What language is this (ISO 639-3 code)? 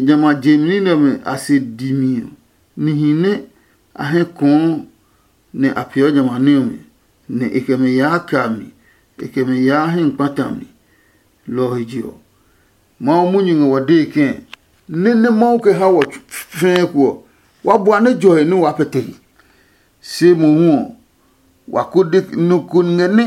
ada